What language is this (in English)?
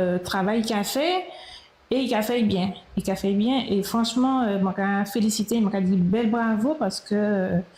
Guadeloupean Creole French